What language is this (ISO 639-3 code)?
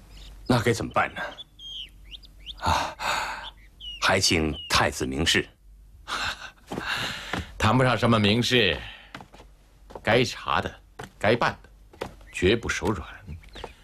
zho